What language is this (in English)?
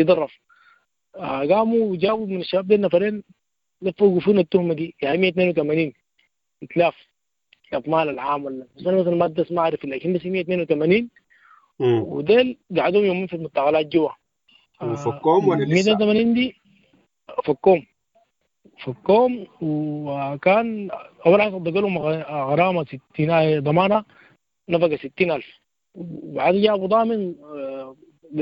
Sudanese Arabic